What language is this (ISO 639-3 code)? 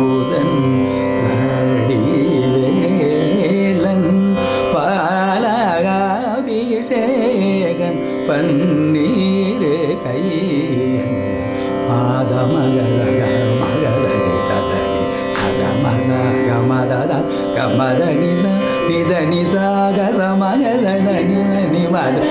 tam